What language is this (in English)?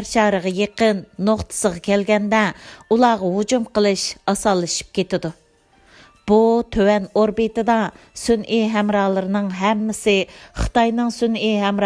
Uyghur